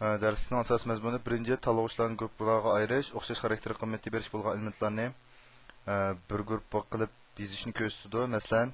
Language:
Uyghur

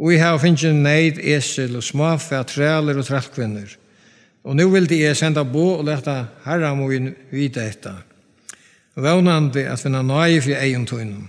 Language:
Faroese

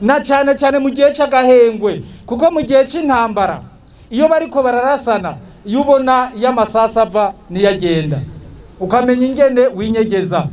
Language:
Rundi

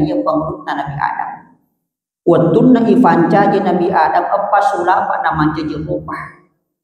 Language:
Buginese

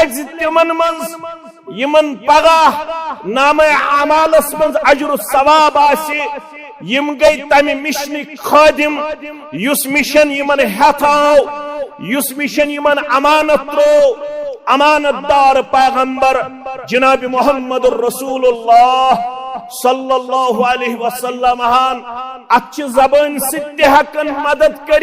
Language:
Kashmiri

